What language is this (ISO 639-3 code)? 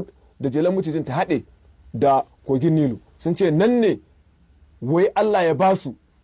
hau